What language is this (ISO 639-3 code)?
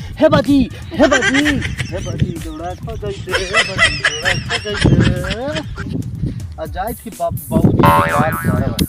mag